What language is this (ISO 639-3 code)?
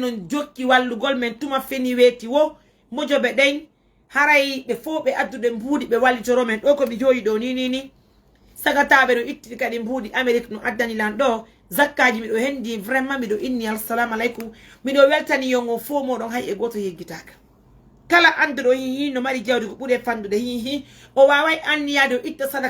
ful